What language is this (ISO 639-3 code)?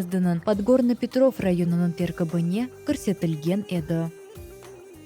crh